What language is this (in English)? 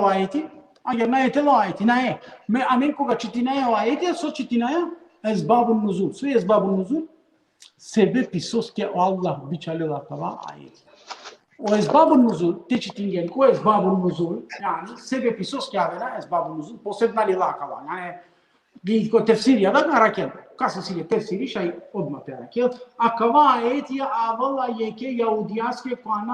Balkan Romani